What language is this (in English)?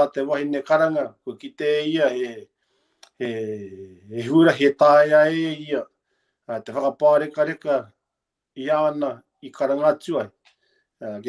Māori